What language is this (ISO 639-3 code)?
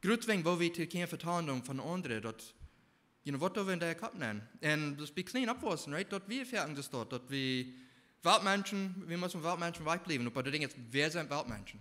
pdt